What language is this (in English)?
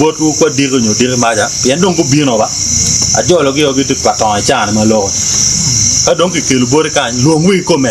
Acoli